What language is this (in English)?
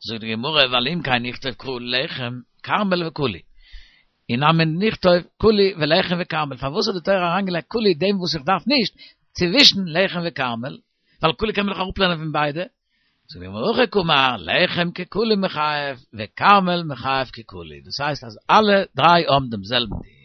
Yiddish